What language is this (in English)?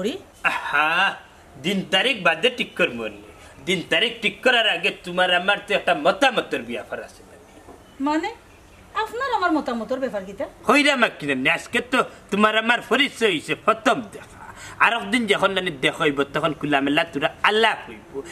Sylheti